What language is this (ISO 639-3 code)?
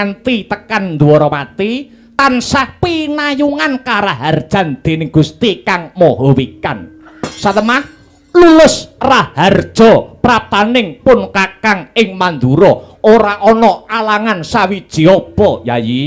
jav